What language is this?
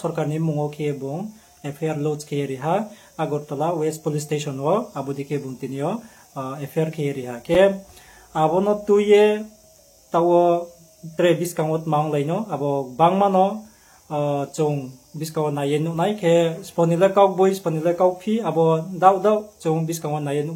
Riang (India)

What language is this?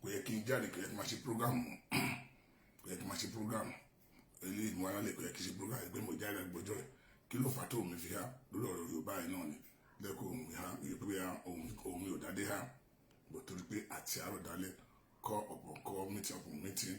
Yoruba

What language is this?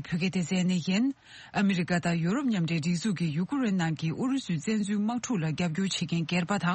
Tibetan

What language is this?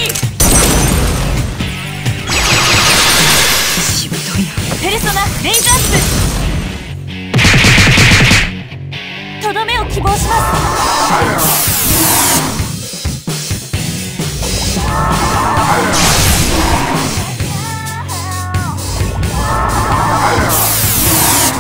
Japanese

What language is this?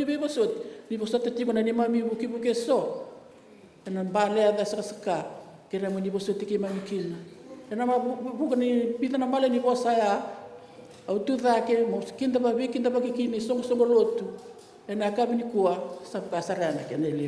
Fijian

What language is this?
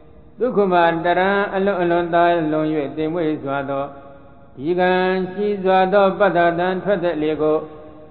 Burmese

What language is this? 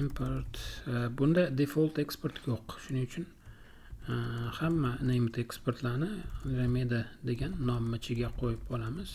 Uzbek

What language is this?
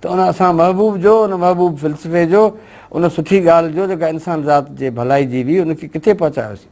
Sindhi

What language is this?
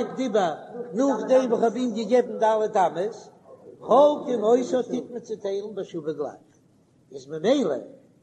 Yiddish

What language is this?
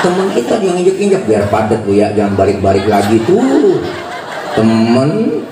Betawi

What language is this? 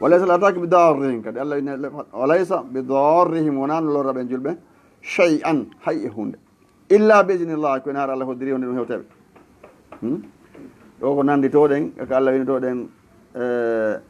Fula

